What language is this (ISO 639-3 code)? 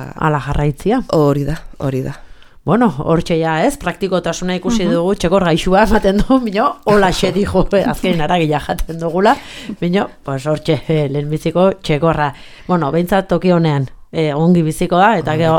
eus